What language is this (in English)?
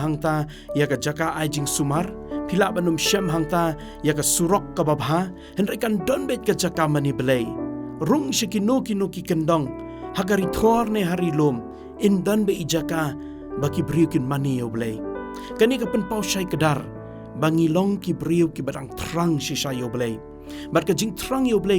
Khasi